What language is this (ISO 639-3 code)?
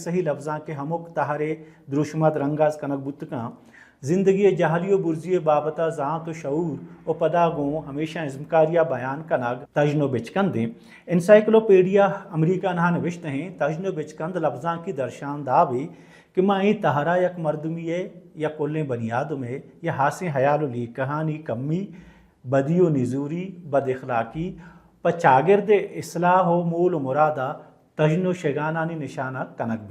bal